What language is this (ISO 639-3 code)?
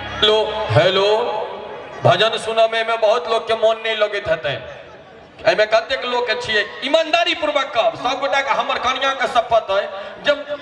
mai